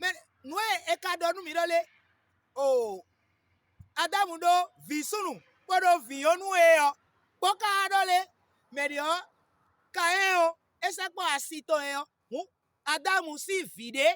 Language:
Fon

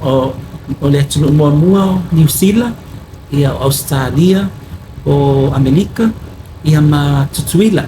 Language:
Samoan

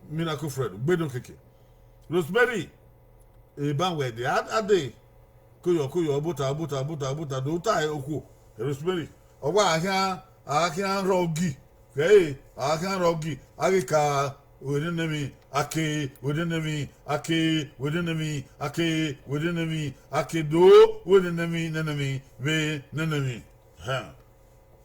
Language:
Bini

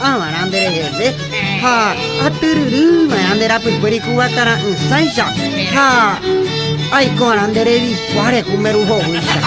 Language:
Guarani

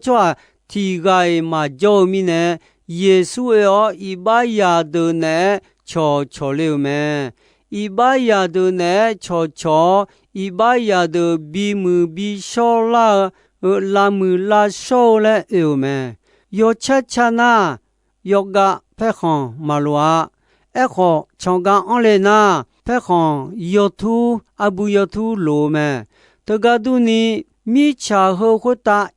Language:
Akha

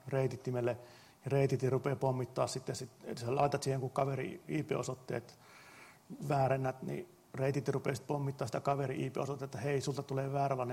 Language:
Finnish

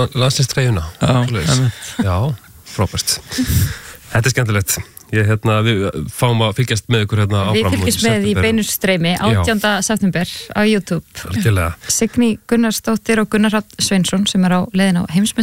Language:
Icelandic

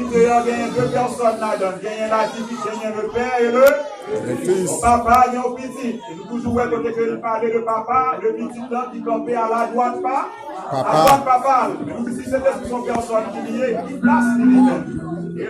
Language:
Haitian Creole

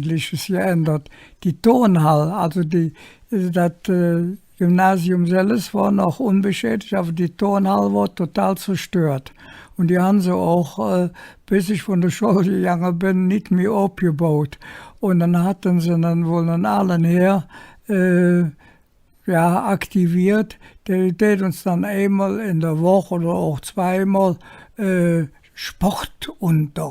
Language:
Colognian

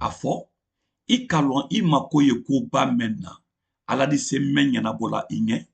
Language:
Mandingo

